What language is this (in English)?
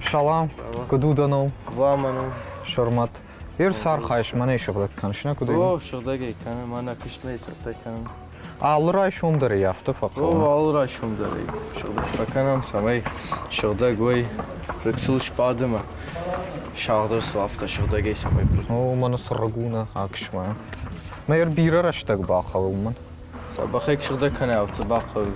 Ossetic